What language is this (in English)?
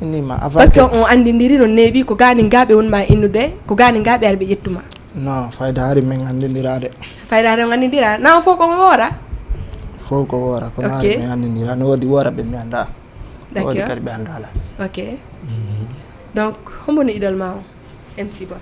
Fula